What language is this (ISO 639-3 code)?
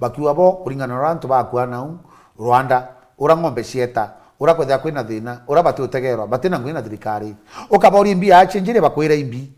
mer